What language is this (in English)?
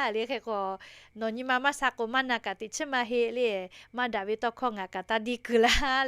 Lahu